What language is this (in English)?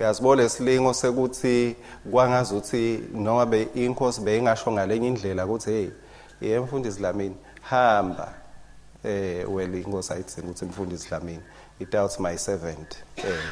Swati